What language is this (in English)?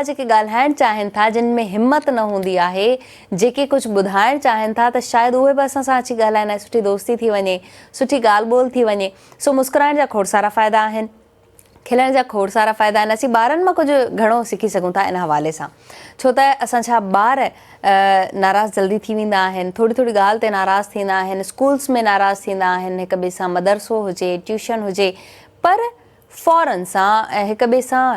Sindhi